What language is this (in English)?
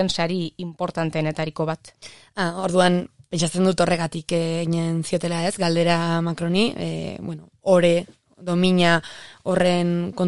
Basque